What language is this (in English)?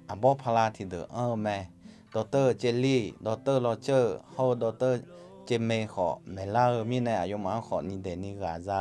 Akha